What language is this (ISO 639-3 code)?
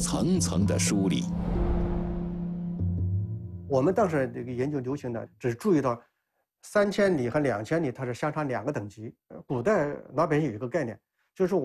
zho